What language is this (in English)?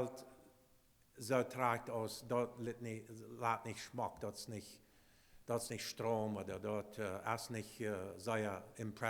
Plautdietsch